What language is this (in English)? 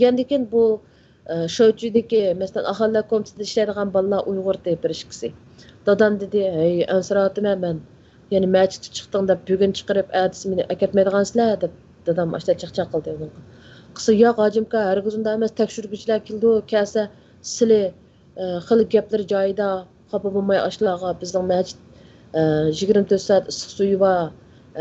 Uyghur